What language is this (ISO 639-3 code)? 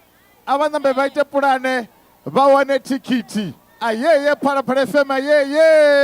ven